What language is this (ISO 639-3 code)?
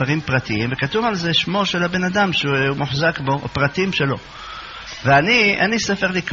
heb